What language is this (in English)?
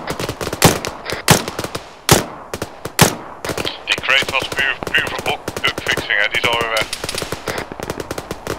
Dutch